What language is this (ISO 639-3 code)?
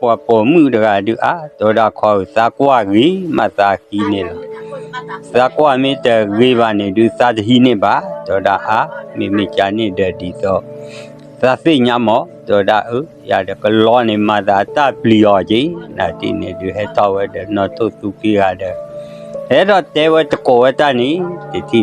ksw